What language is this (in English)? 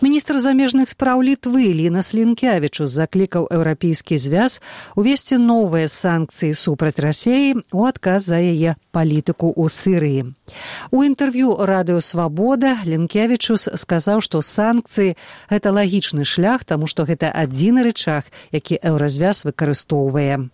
Belarusian